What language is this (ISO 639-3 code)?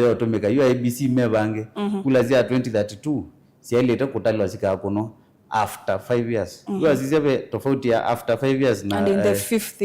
kam